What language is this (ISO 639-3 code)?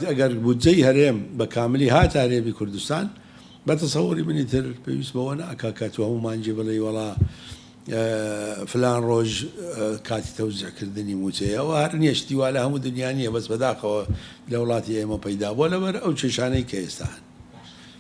ckb